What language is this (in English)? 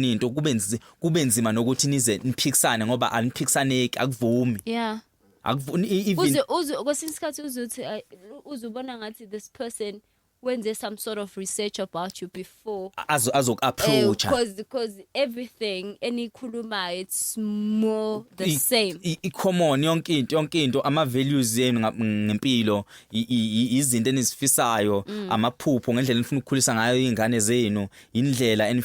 Zulu